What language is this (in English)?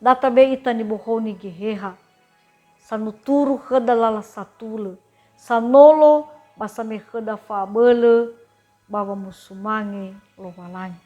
Nias